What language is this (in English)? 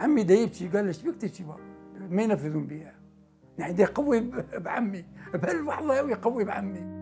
Mesopotamian Arabic